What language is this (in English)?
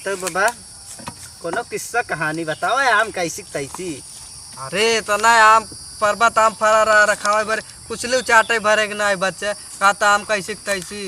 Awadhi